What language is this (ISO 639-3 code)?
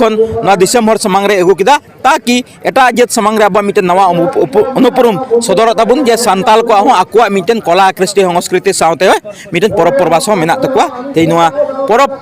sat